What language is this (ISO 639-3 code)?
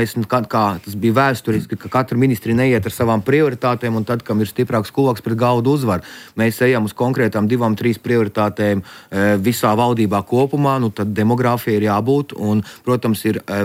lav